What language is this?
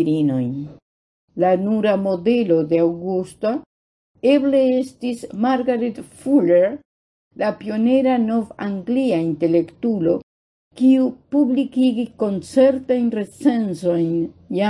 Esperanto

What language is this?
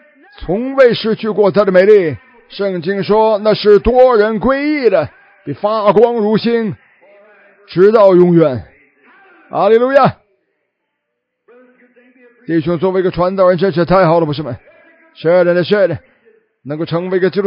Chinese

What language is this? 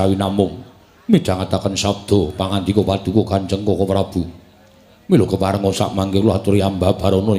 Javanese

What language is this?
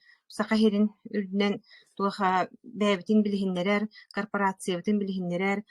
Yakut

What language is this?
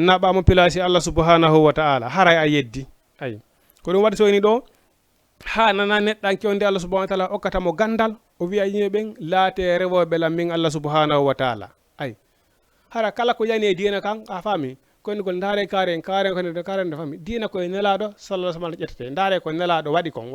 Fula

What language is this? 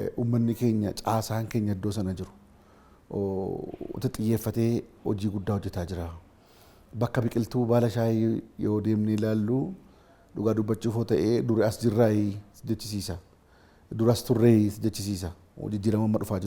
Oromo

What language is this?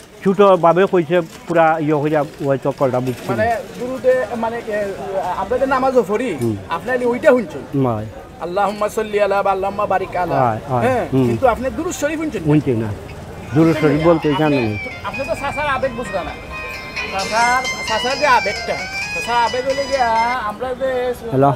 Sylheti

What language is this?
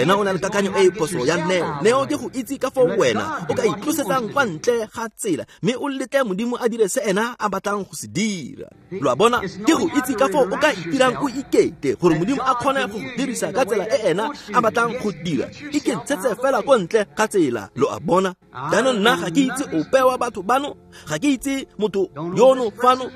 Tswana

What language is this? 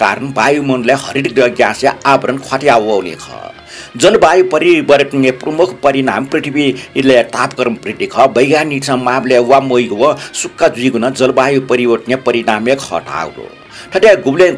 Newari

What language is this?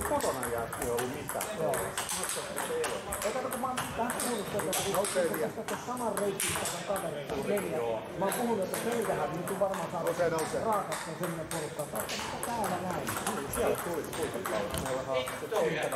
Finnish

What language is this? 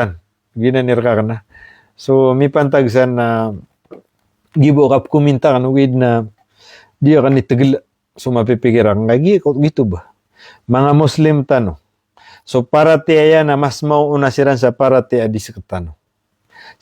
Maranao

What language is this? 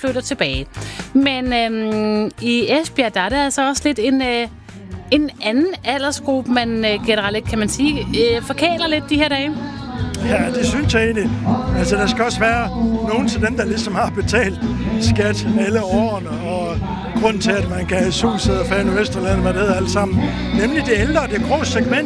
Danish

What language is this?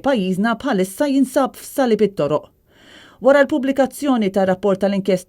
Maltese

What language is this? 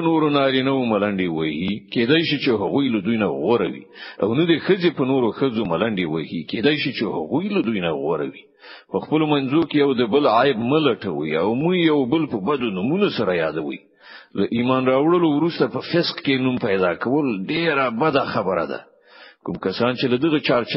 Pashto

